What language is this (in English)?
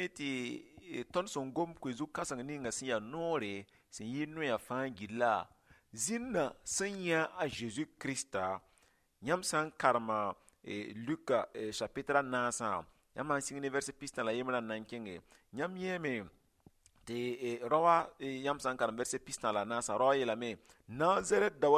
Mossi